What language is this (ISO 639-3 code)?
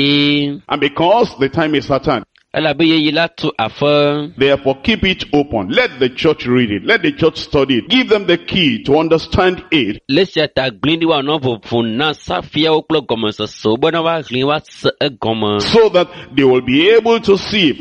ewe